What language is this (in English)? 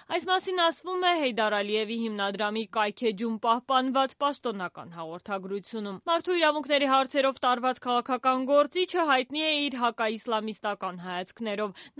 Armenian